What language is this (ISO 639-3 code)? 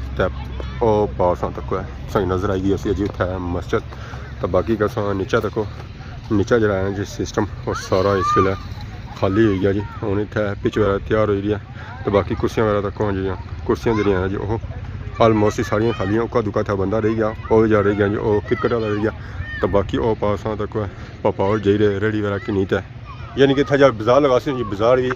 phr